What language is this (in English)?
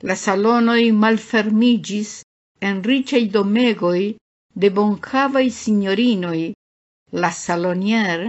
Esperanto